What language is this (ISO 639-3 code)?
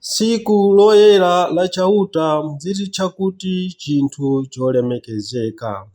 nya